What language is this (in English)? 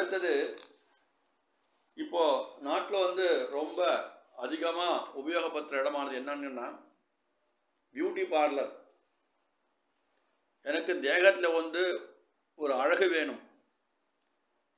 Tamil